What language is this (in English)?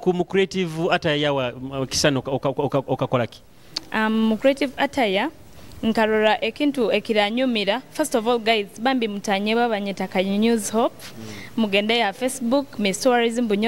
Nyoro